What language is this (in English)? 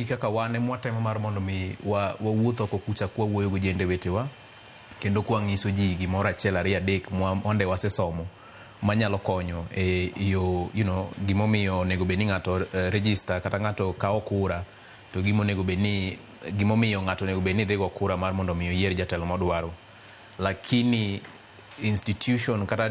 Luo (Kenya and Tanzania)